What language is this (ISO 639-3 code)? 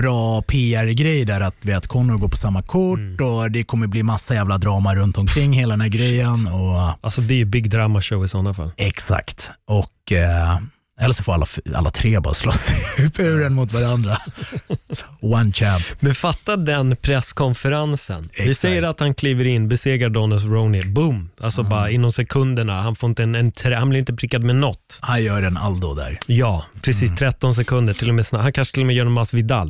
swe